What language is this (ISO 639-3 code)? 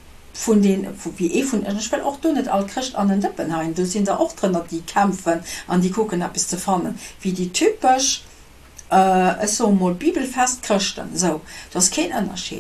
ltz